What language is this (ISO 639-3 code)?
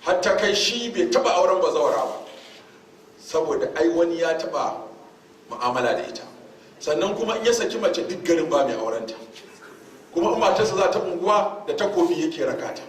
hau